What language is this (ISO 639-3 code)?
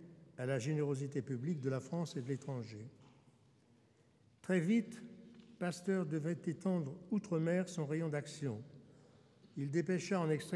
fra